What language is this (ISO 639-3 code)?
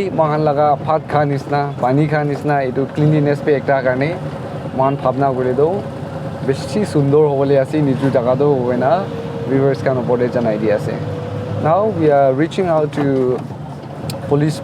nag